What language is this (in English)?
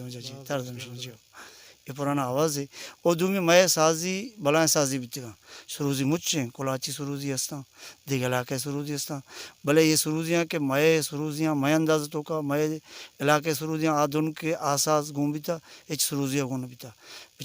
Baluchi